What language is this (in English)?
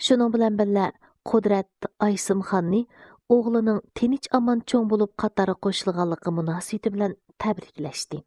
Uyghur